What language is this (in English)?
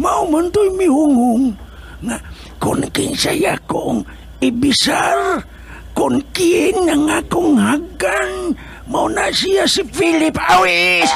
Cebuano